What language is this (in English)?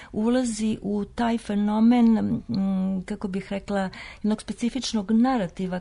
Serbian